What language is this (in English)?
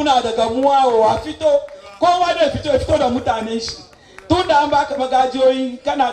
Hausa